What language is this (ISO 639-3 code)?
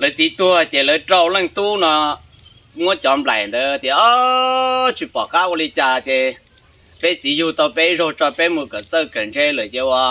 hmn